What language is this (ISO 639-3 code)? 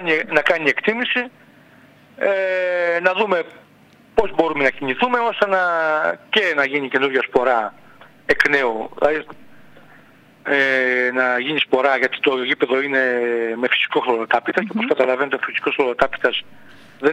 ell